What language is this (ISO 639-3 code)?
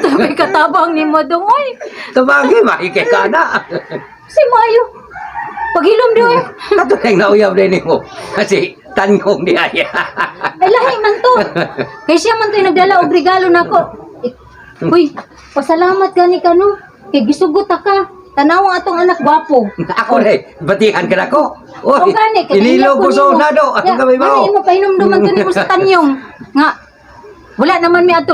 ceb